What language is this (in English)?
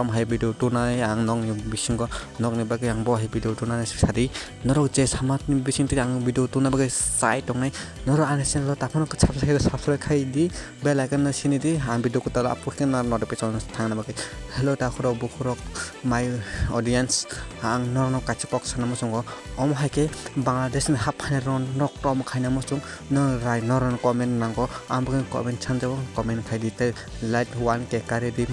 Kok Borok